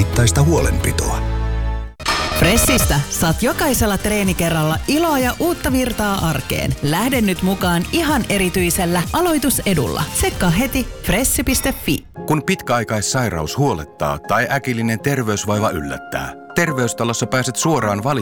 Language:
Finnish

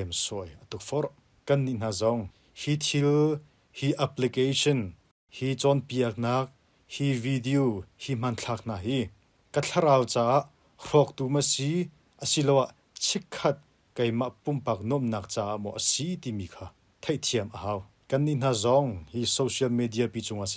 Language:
Hakha Chin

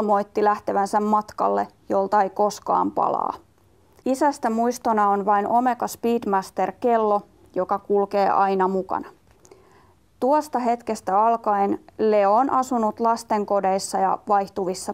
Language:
Finnish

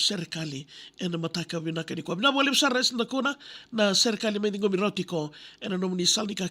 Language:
Fijian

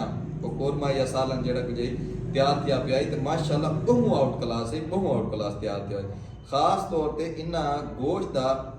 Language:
Saraiki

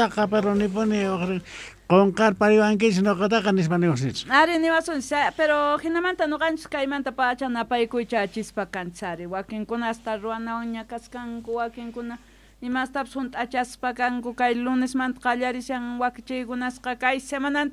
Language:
Quechua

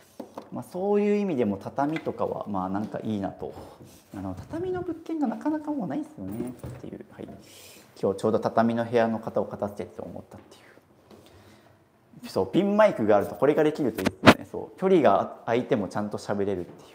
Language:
Japanese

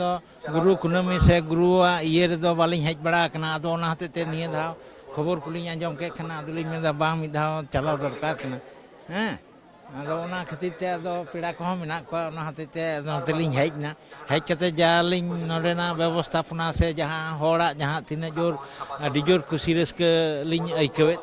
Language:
Santali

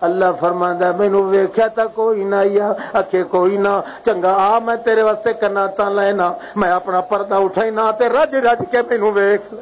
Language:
Western Panjabi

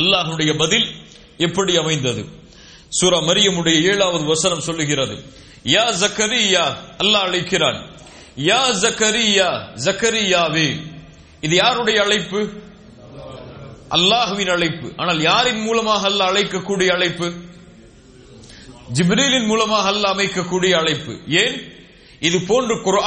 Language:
Tamil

